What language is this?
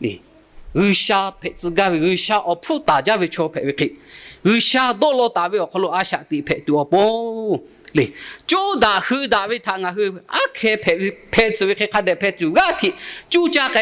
Lahu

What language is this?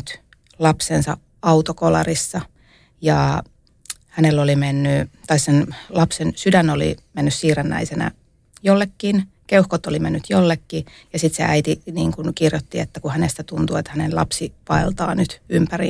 Finnish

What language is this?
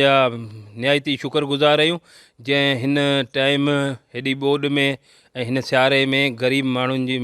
Sindhi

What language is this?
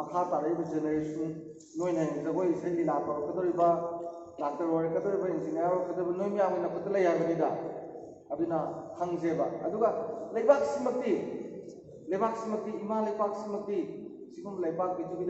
Manipuri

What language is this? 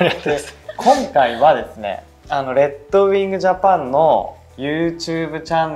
Japanese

